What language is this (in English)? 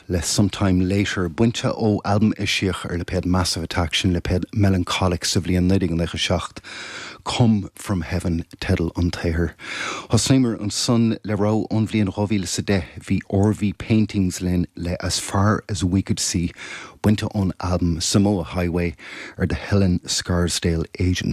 Irish